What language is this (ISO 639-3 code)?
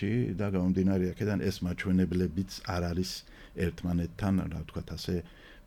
kat